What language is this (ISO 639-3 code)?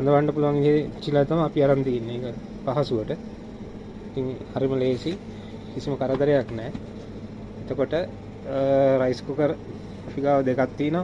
sin